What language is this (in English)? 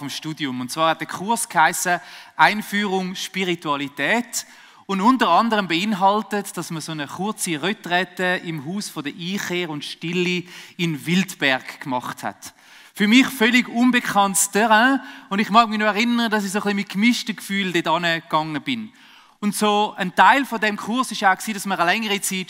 Swiss German